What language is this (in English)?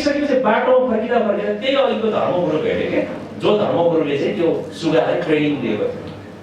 Nepali